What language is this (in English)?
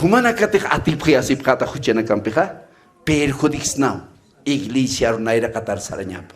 Aymara